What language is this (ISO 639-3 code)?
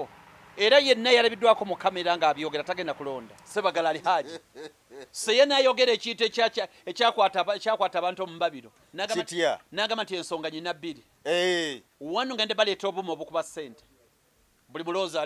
lug